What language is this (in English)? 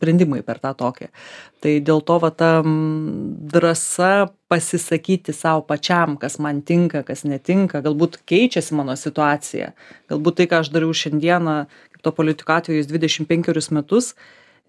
Lithuanian